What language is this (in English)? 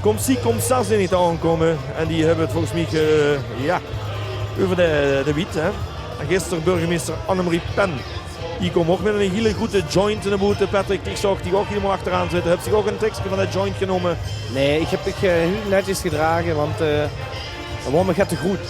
Limburgish